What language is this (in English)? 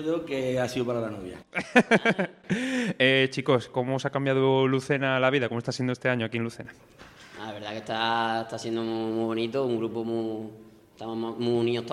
Spanish